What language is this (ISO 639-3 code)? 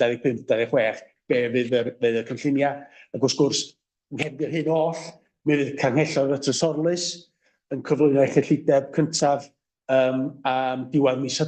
cym